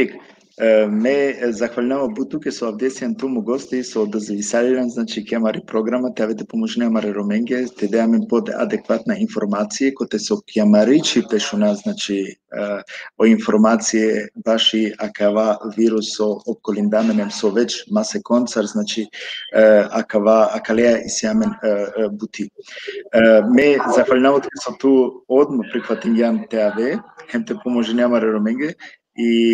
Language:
Balkan Romani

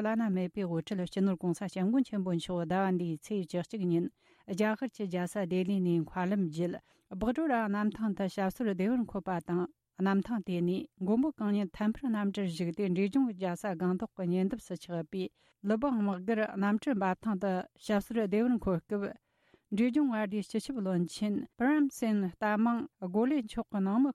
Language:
Tibetan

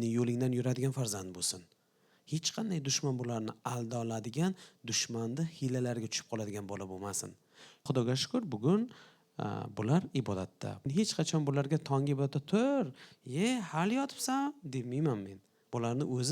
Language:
Uzbek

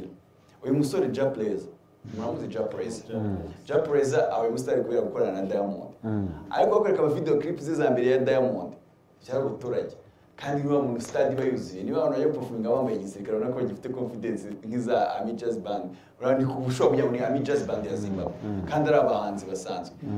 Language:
Kinyarwanda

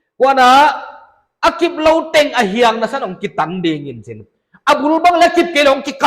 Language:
Paite Chin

